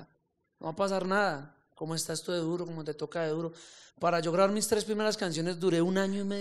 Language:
Spanish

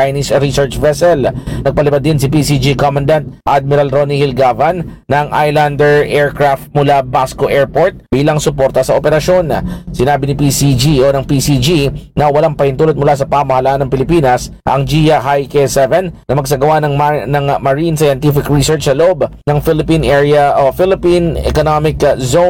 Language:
Filipino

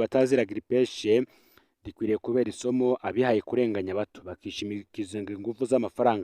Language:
Rundi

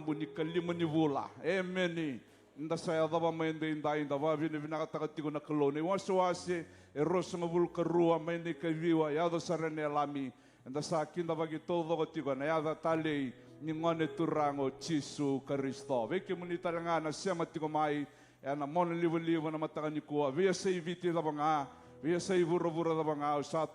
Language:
Fijian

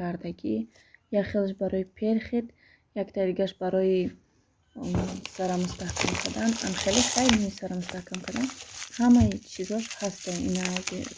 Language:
Tajik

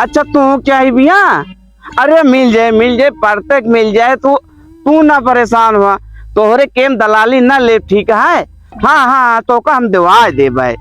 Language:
Awadhi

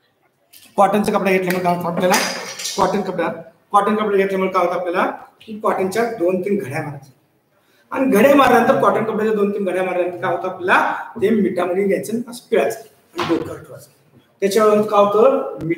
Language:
Marathi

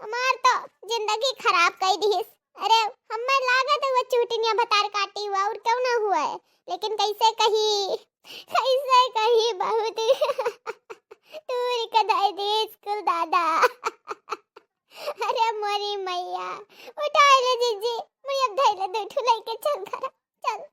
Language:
Awadhi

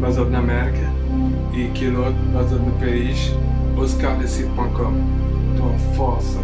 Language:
Kabuverdianu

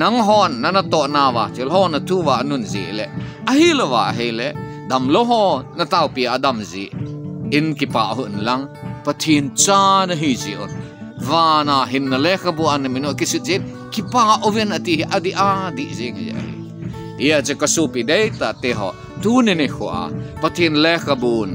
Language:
Thado Chin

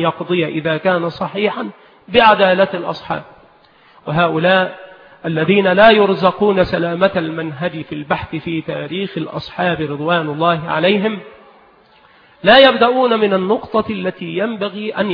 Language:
Arabic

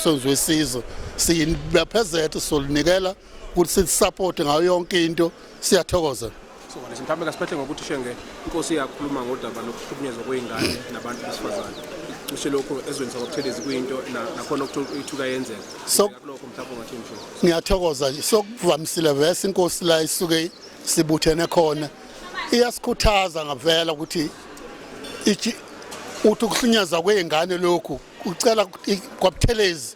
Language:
Zulu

